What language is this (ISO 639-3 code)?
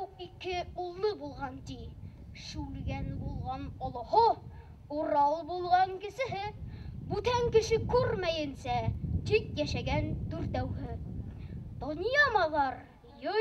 bak